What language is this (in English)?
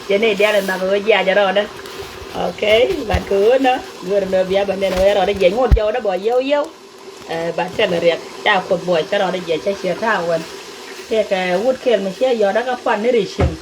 Nuer